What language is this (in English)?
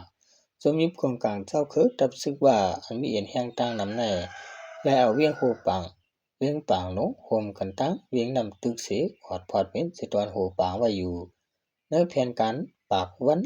Shan